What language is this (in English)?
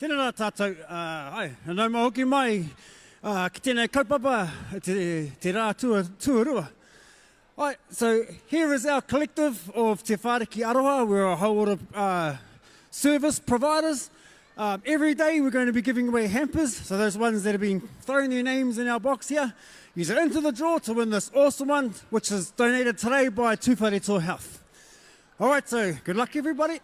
Māori